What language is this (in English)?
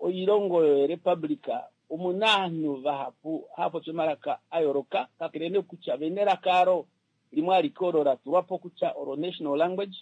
Kuanyama